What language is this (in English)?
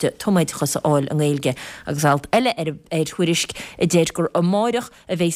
Irish